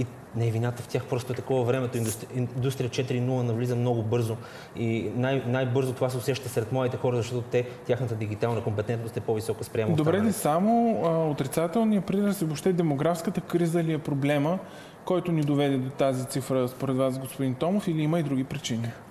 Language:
Bulgarian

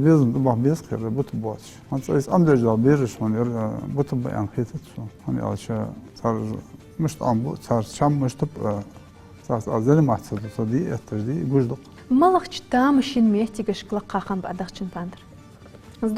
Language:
Ingush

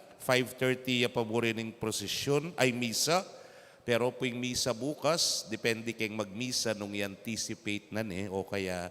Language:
Pampanga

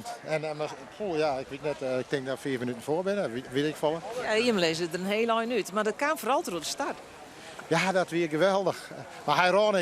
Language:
Western Frisian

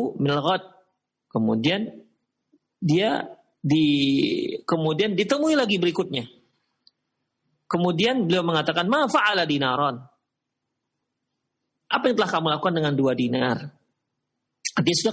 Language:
Indonesian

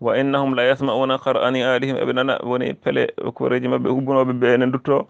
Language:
Fula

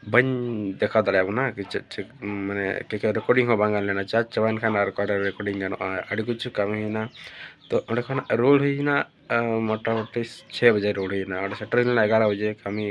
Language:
Santali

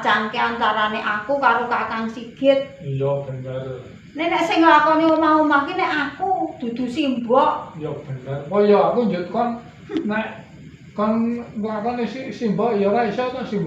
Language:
Javanese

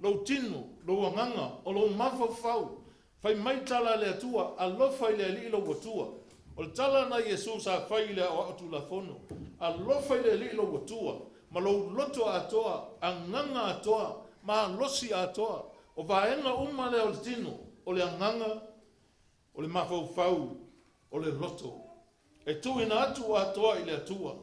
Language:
Samoan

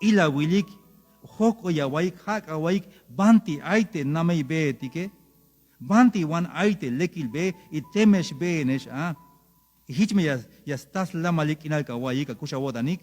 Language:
Tzeltal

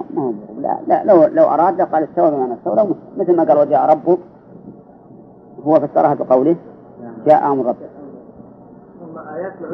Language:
Arabic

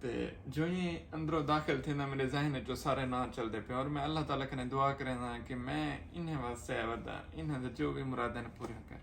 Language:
Saraiki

